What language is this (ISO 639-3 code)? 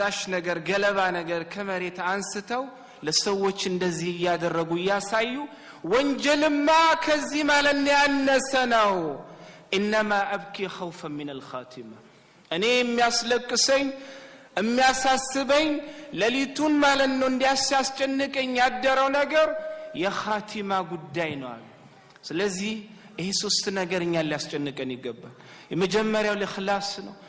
amh